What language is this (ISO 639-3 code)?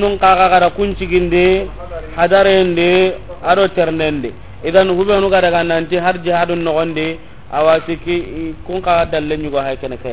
snk